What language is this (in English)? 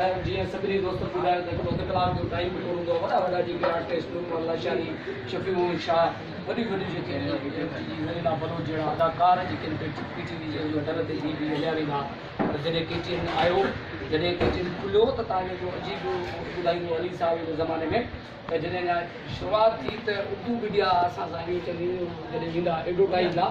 Sindhi